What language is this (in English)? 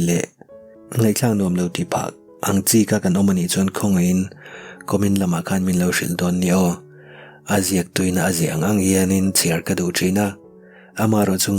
Mizo